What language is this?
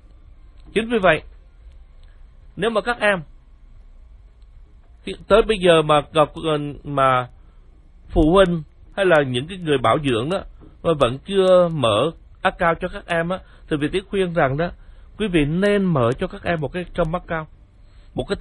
Vietnamese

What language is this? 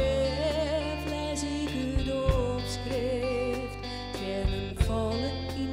Western Frisian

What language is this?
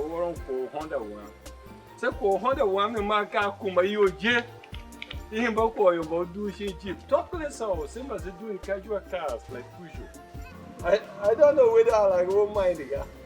Tiv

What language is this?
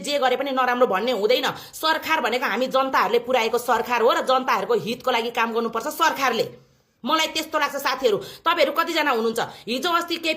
Nepali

